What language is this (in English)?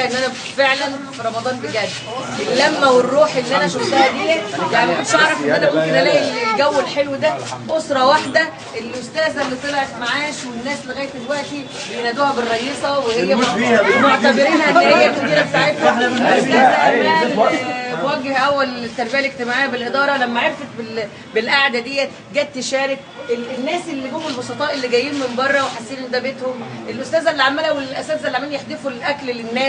Egyptian Arabic